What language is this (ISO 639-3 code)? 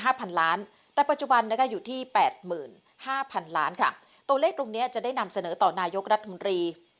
tha